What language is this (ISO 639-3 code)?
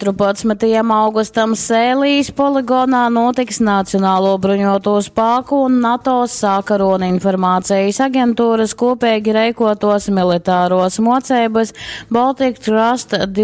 ltg